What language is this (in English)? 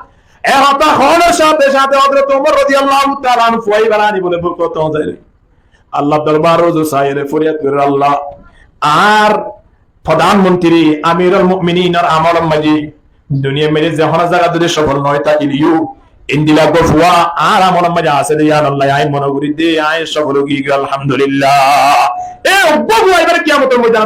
Rohingya